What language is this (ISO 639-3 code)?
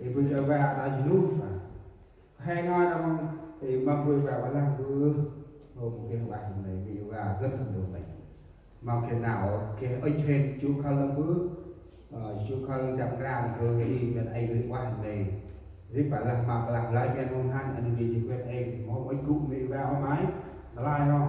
cmo